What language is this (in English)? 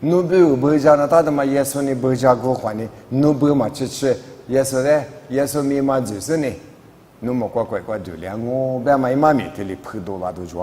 Lisu